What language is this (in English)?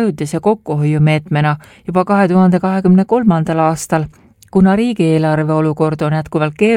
Estonian